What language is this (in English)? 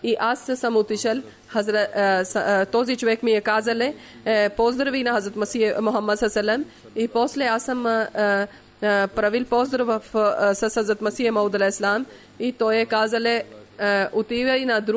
Bulgarian